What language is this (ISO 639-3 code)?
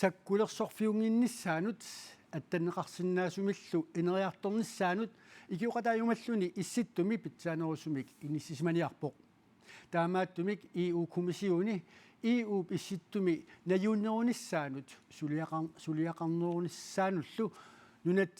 kal